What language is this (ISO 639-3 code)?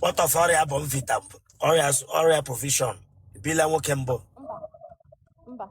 ibo